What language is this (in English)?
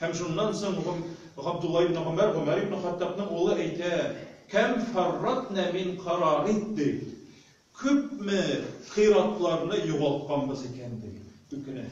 Tatar